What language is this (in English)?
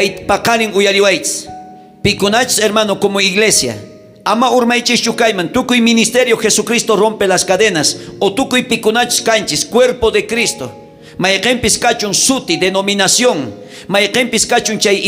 South Bolivian Quechua